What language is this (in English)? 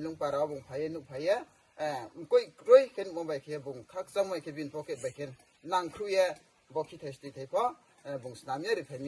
Riang (India)